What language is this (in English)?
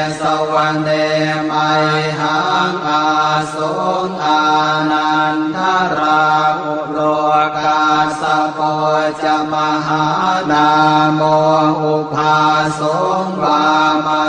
Pali